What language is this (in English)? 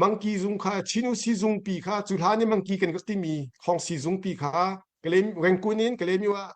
Hakha Chin